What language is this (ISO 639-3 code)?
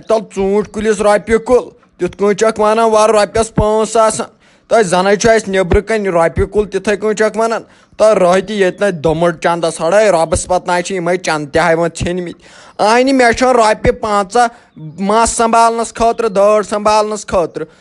kas